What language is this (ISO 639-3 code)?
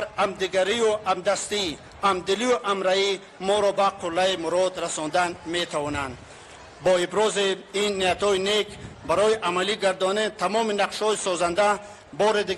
tgk